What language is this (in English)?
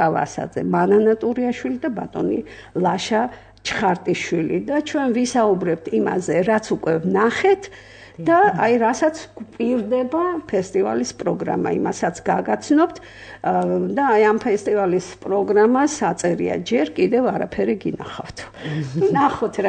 Georgian